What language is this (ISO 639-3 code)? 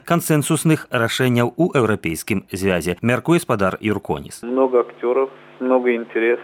bel